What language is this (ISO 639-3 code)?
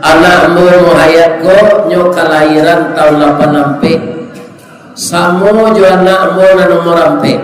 min